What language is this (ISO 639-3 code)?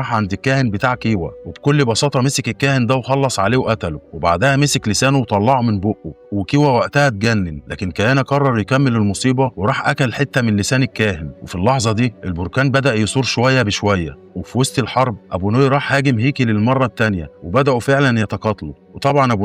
arz